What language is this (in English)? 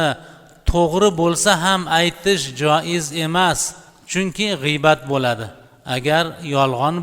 Uzbek